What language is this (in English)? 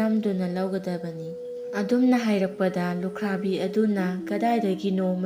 Manipuri